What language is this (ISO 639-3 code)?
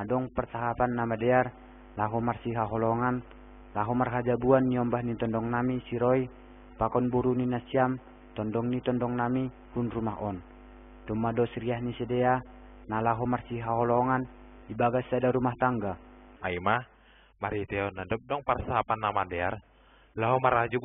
bts